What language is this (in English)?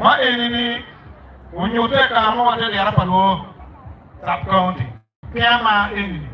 Acoli